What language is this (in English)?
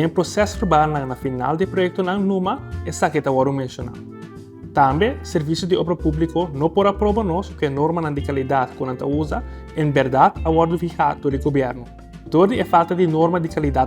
Papiamento